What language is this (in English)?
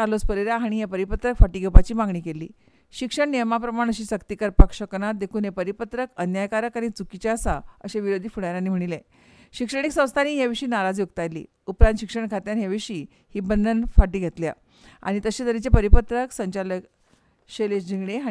Konkani